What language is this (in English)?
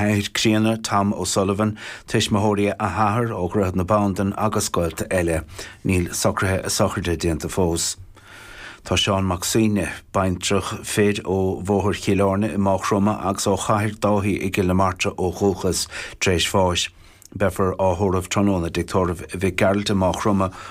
Irish